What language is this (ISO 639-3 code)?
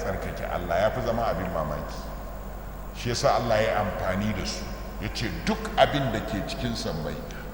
hau